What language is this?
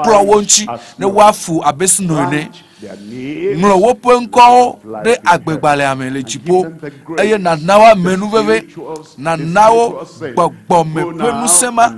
Ewe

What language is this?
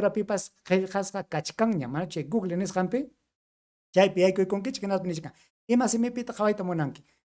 Ayacucho Quechua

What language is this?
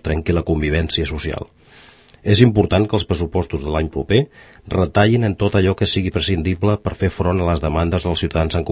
Catalan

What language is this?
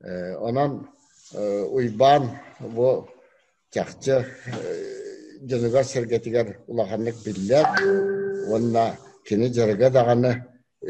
Yakut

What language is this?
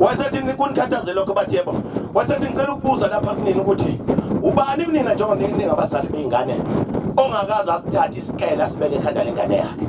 Zulu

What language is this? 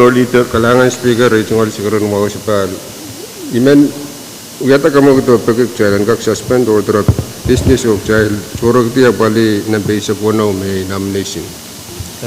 Pohnpeian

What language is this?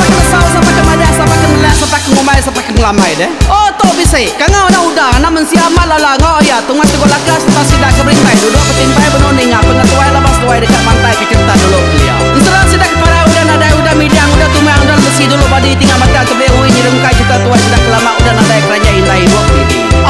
Iban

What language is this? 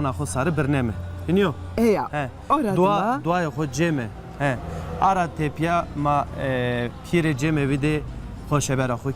Zaza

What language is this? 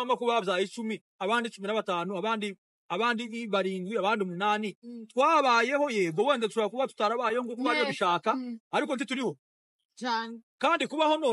Kinyarwanda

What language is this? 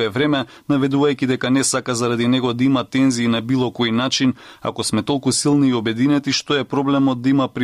Macedonian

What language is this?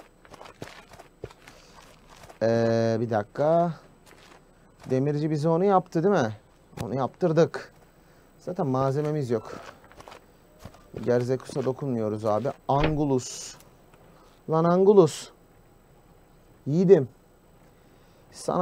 Turkish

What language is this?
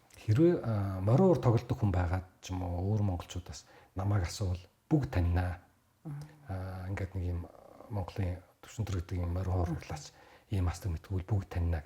Mongolian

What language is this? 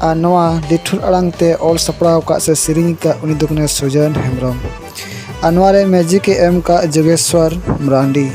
Santali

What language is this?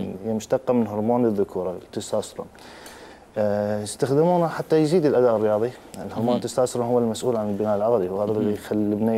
Mesopotamian Arabic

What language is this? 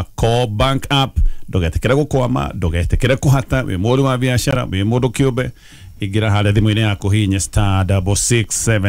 Kikuyu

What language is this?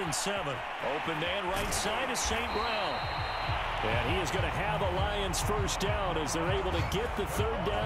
English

